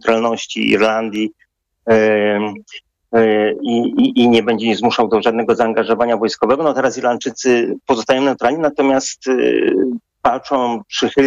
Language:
Polish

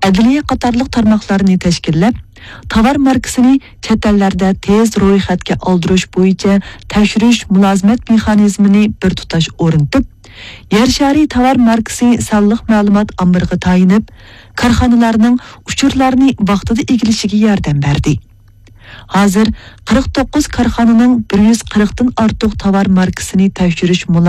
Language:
Uyghur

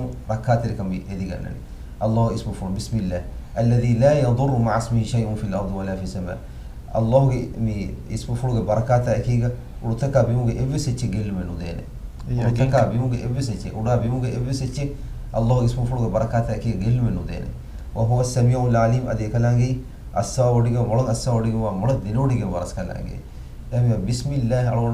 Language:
Divehi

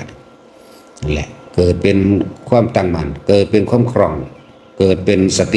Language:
Northeastern Thai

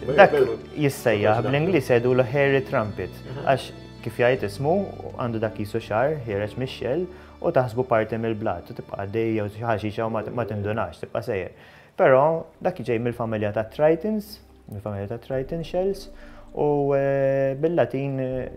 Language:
Maltese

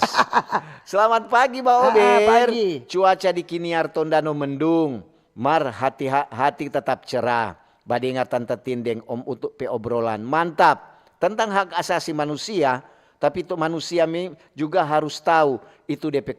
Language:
Manado Malay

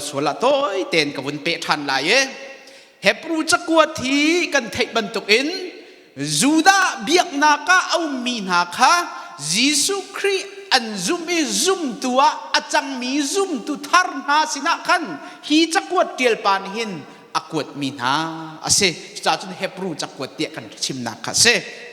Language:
Hakha Chin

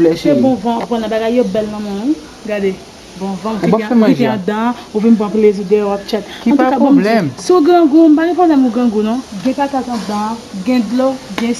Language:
Haitian Creole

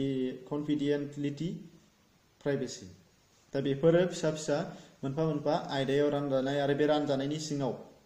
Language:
Bodo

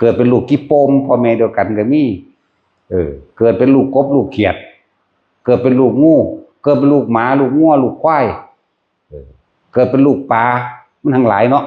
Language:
Northeastern Thai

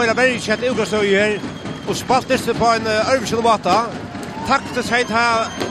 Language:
Faroese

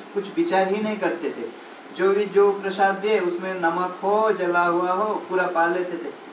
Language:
Hindi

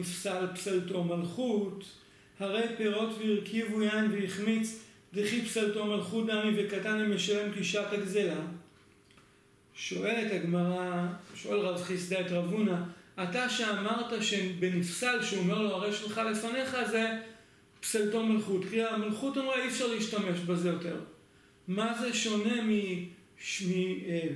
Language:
Hebrew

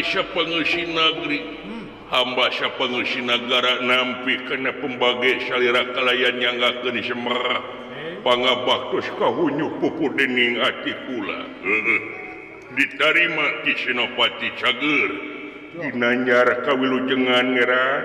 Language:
Sundanese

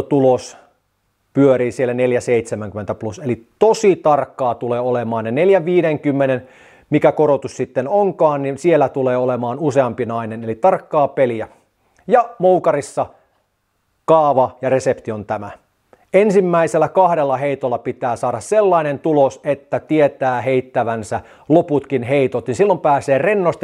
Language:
Finnish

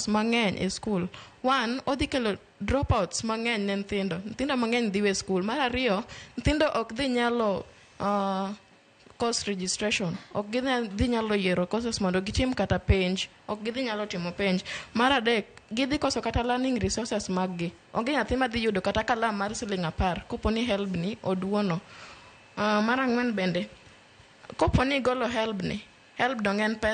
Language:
Luo (Kenya and Tanzania)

